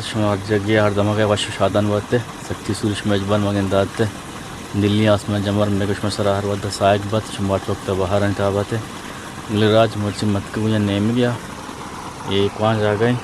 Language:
Eastern Balochi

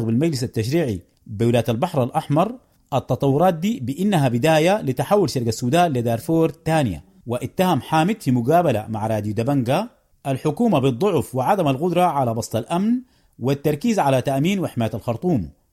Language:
Sudanese Arabic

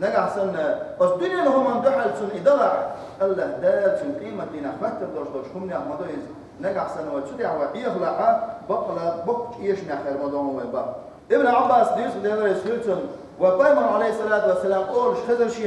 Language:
Chechen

